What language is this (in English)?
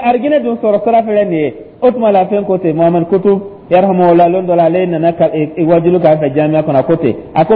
Dyula